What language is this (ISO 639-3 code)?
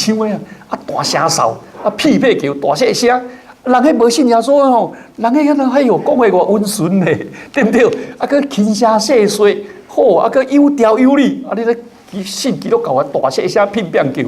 nan